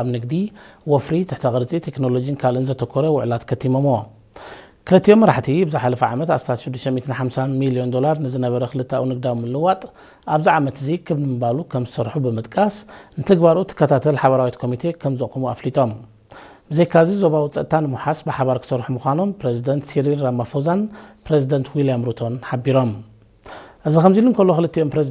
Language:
Tigrinya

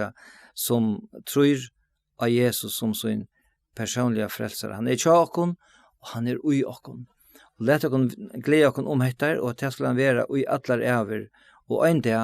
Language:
Faroese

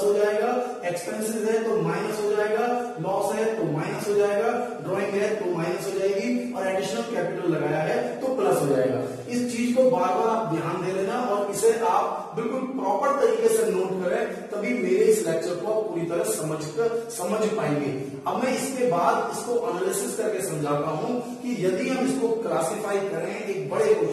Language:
Hindi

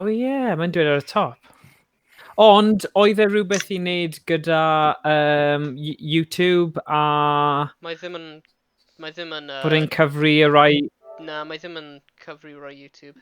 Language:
Welsh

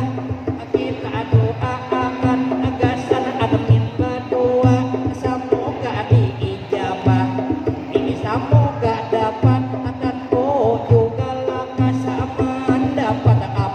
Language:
Banjar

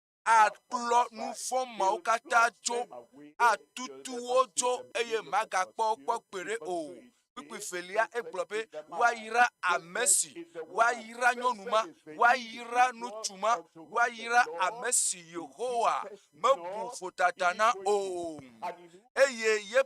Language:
Ewe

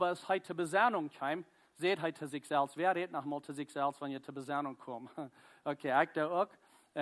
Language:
Plautdietsch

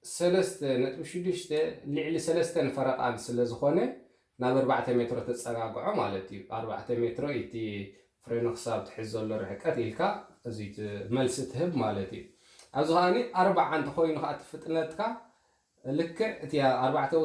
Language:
Tigrinya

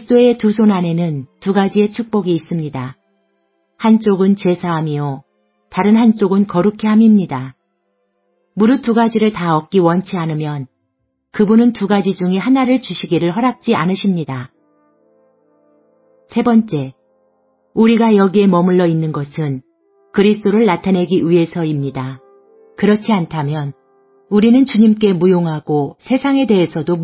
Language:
Korean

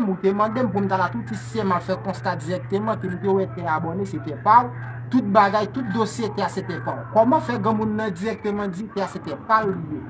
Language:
Haitian Creole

